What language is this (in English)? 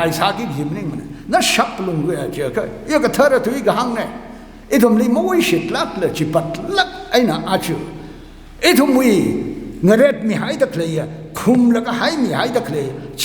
Tangkhul Naga (India)